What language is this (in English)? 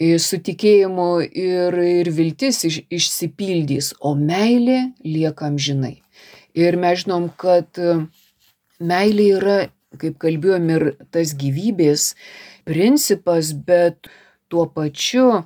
Lithuanian